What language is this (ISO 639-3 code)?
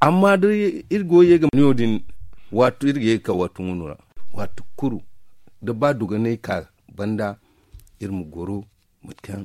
dje